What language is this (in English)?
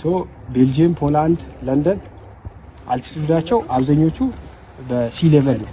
Amharic